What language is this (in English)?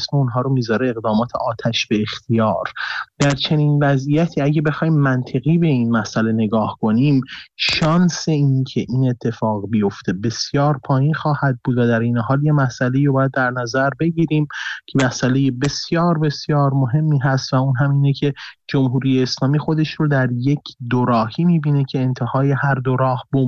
Persian